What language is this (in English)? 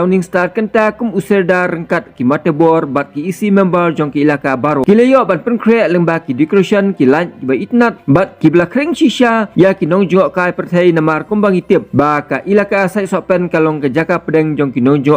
Khasi